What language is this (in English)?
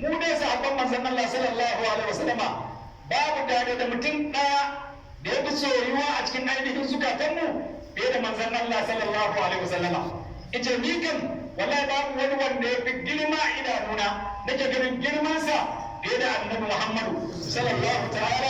Hausa